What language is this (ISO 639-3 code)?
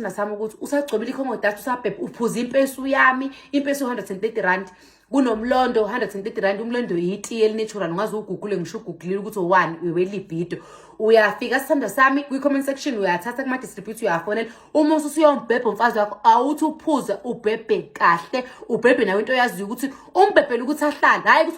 zul